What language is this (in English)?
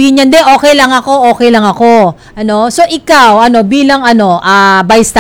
Filipino